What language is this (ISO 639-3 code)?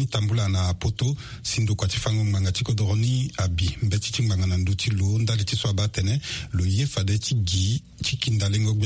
sag